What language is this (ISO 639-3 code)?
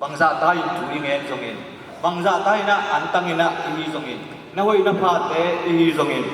ctd